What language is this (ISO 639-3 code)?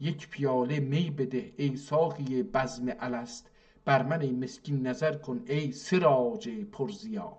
azb